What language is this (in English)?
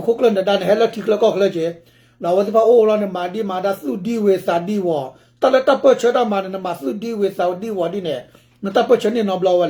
S'gaw Karen